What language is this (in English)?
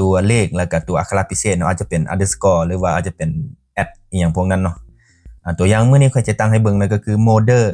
Lao